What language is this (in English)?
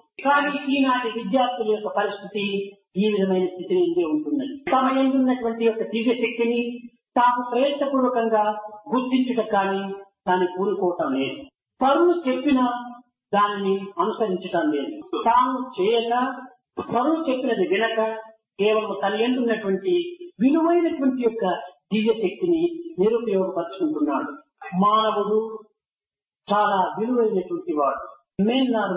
Telugu